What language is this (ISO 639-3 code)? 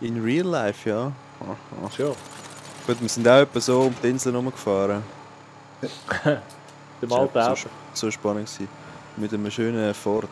gsw